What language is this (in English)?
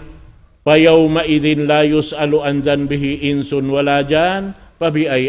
Tausug